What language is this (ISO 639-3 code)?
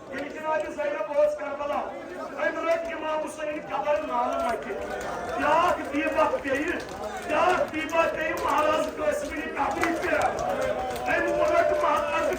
kas